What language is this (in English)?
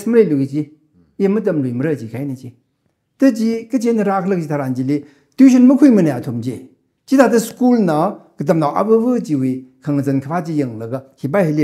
Tangkhul Naga (India)